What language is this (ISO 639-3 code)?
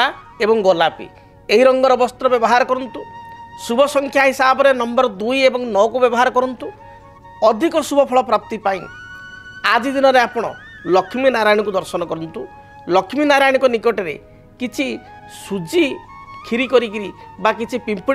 ori